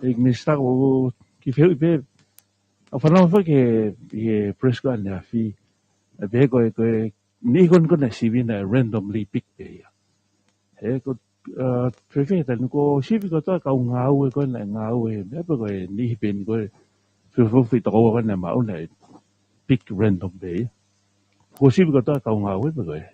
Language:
Tongan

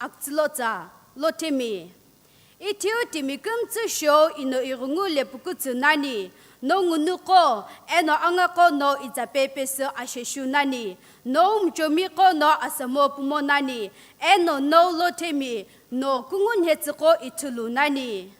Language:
Sumi Naga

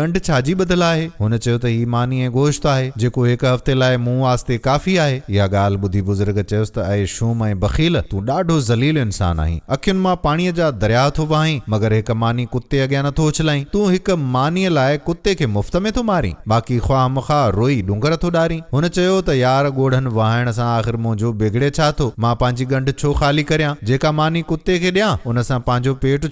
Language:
Sindhi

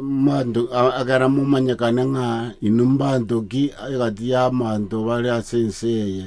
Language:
Gusii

